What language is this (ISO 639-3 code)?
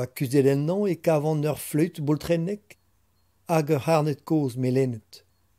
bre